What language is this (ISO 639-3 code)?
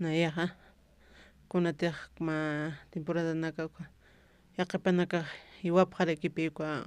aym